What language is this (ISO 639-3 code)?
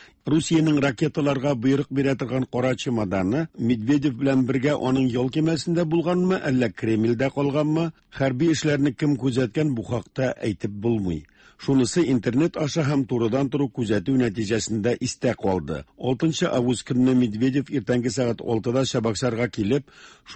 tat